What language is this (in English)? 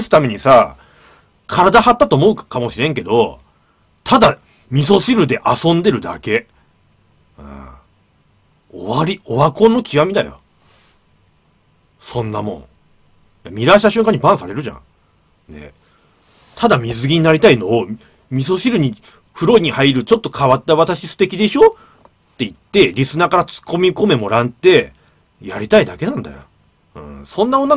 Japanese